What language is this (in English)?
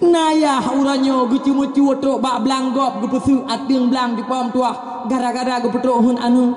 Achinese